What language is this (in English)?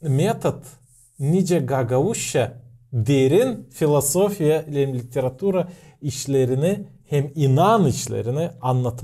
Gagauz